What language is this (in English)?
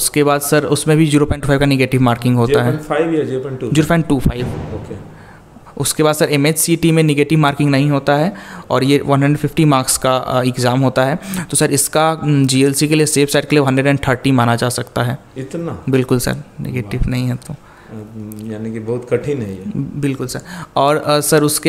Hindi